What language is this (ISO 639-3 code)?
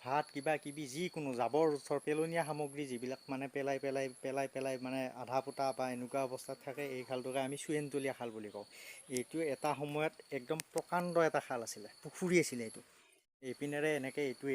asm